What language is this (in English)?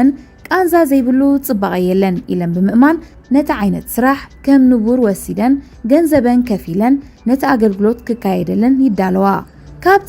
Tigrinya